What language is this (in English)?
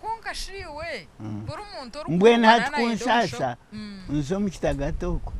Nyankole